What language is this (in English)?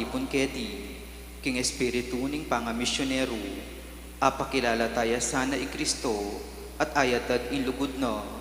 Pampanga